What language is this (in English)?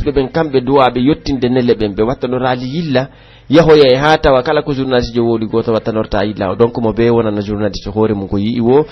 Pular